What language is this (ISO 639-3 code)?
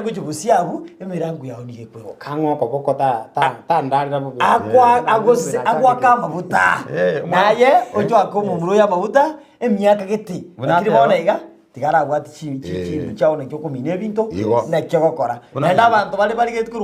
guz